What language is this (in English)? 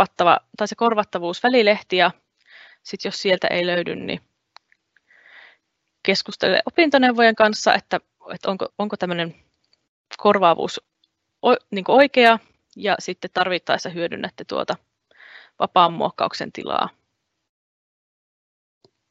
Finnish